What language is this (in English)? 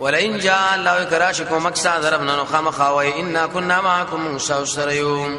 Pashto